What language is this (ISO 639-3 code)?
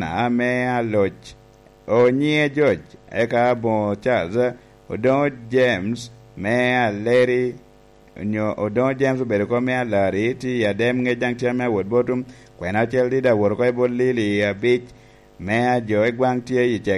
laj